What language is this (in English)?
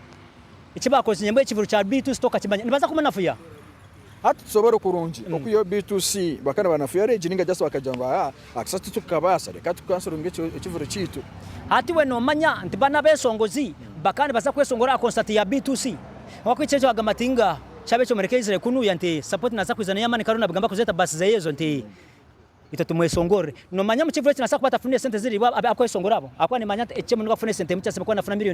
Nyankole